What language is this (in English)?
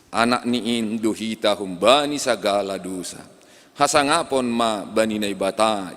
Batak Simalungun